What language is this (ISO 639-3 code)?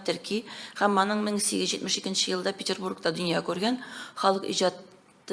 tat